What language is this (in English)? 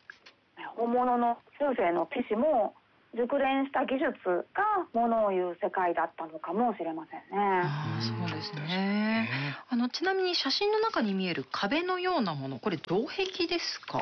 Japanese